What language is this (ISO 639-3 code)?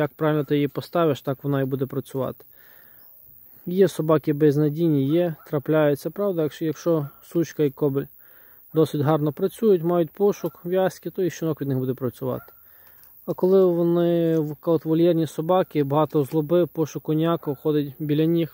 ukr